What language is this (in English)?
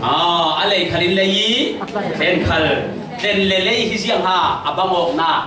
Falam Chin